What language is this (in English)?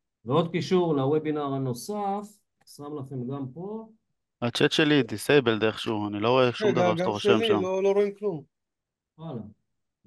Hebrew